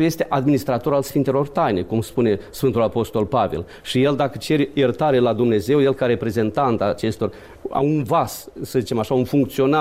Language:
Romanian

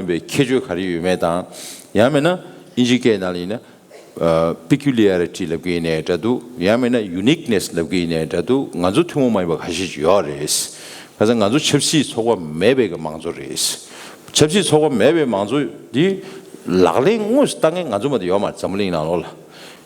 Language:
Tibetan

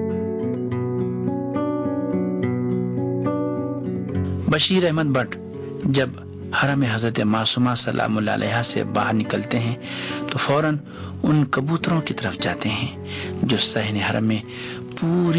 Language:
Urdu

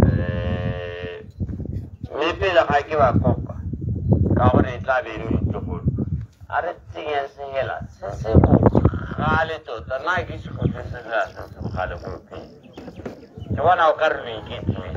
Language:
Tswana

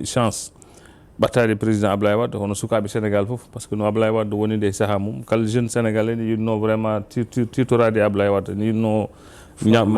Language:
Fula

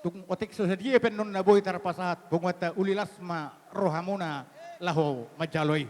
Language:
Batak Toba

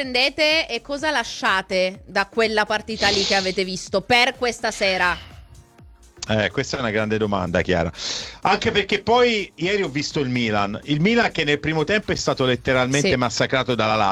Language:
Italian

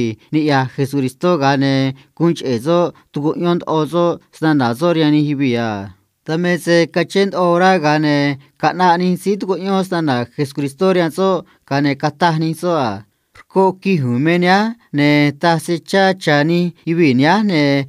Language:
Copala Triqui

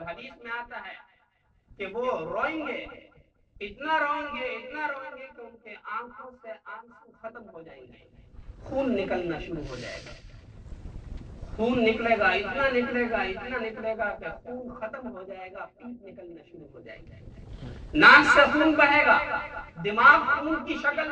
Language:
Urdu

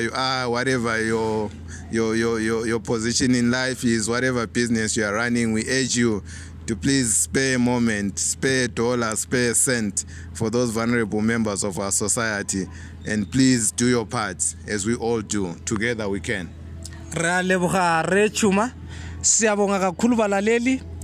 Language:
Tswana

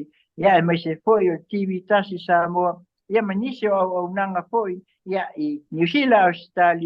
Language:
Samoan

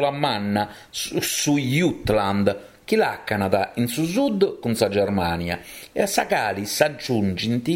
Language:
Sardinian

